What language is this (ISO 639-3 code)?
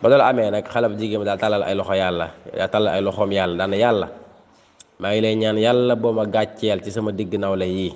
wol